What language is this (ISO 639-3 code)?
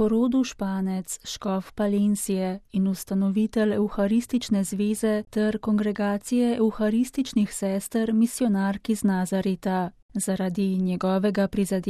slv